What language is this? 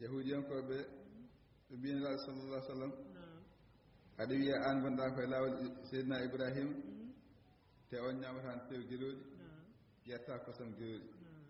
Fula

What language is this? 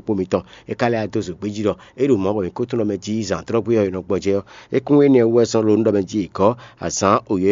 Fon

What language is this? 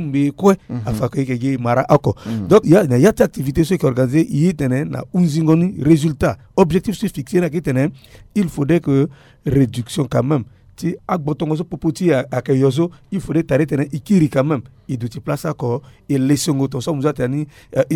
Sango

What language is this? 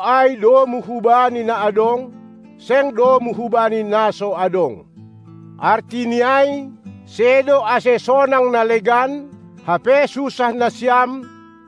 Batak Simalungun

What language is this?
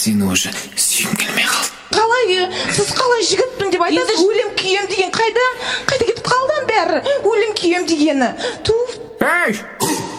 Kazakh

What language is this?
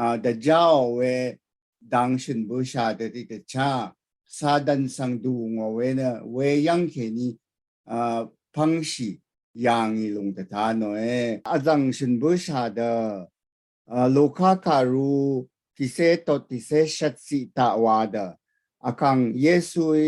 Rawang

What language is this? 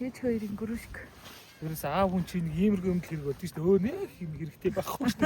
Mongolian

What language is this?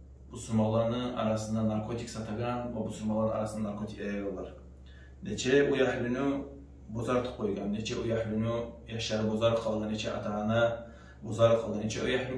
Kumyk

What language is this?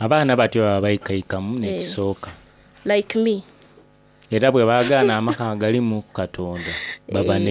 Soga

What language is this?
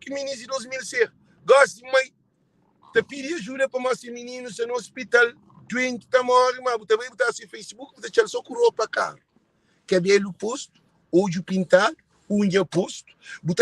Kabuverdianu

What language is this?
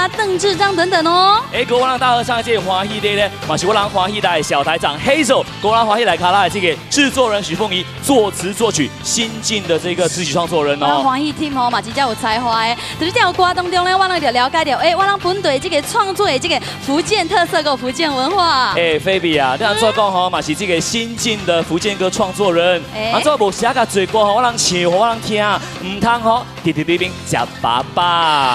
Min Nan Chinese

